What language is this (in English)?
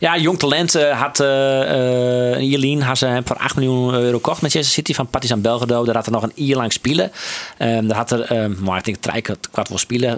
Western Frisian